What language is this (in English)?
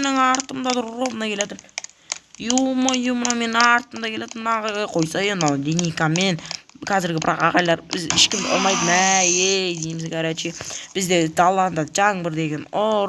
Kazakh